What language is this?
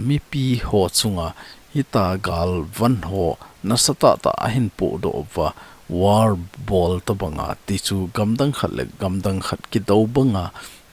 Thado Chin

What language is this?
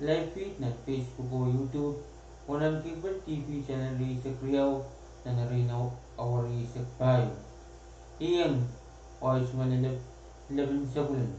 Pohnpeian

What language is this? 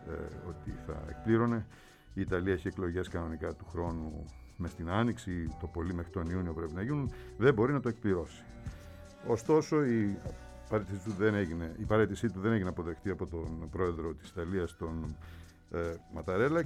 Greek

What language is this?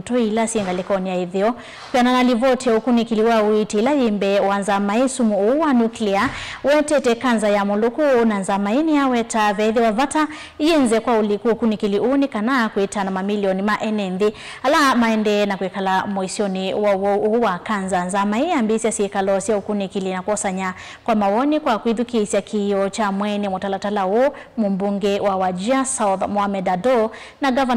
Kamba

